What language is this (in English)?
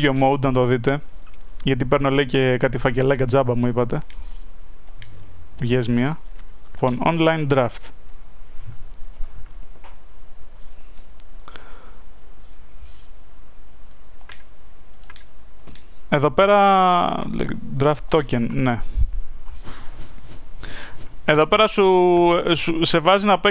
Greek